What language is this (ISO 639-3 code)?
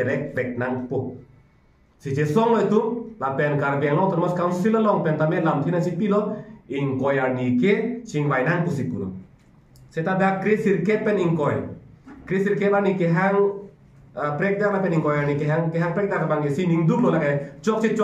mjw